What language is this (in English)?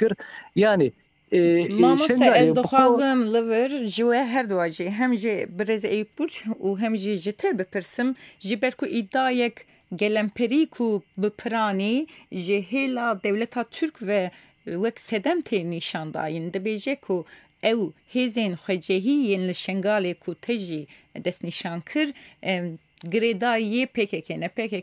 Kurdish